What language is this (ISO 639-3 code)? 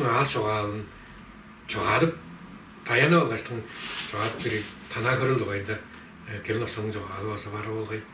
tyv